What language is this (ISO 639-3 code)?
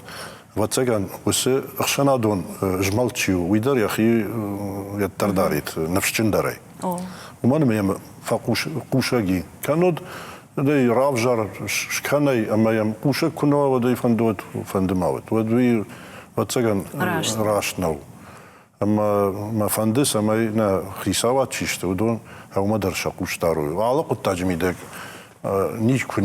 oss